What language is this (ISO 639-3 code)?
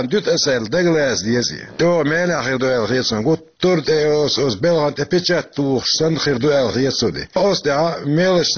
che